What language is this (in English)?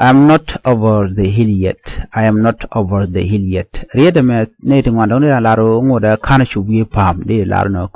Nuer